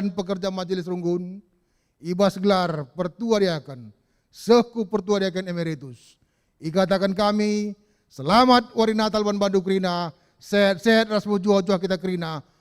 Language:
Batak Karo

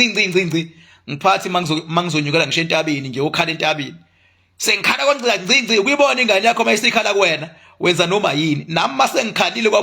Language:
Zulu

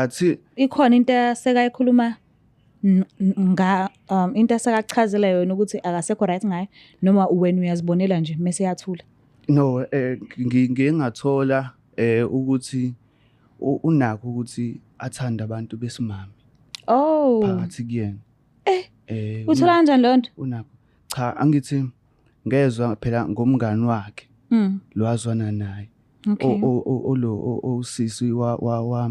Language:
Zulu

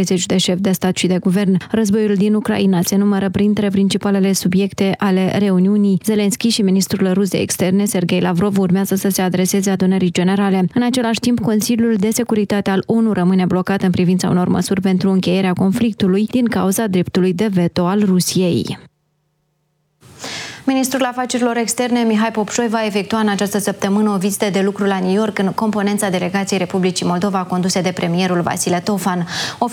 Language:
Romanian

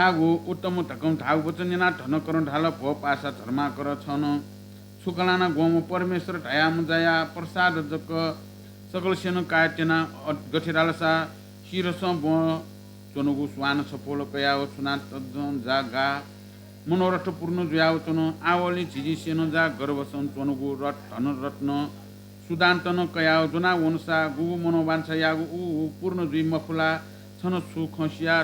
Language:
Newari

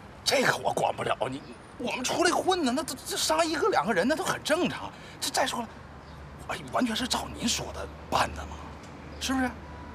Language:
Chinese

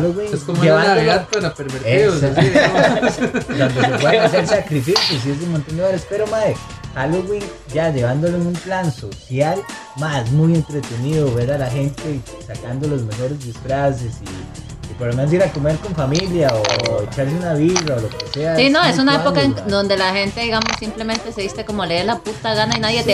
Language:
Spanish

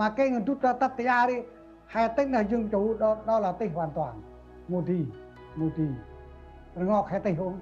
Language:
Central Mnong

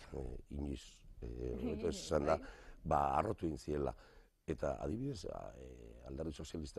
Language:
Basque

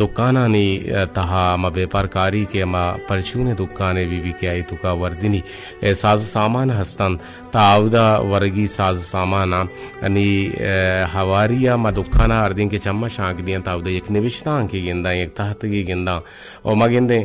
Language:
Eastern Balochi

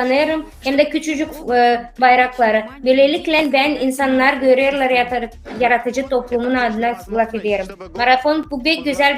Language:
Gagauz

